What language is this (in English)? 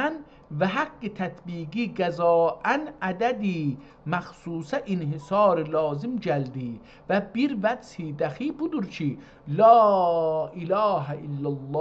South Azerbaijani